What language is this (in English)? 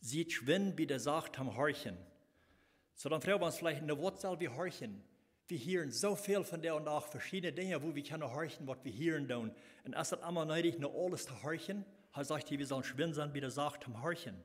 Plautdietsch